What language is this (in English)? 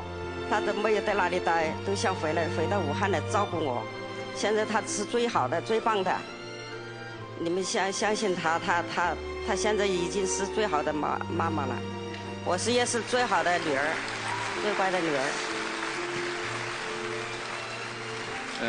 Chinese